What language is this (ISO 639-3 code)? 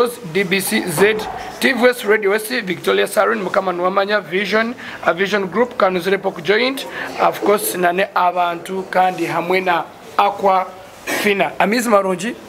nyn